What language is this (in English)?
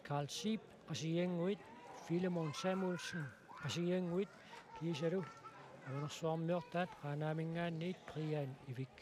Kalaallisut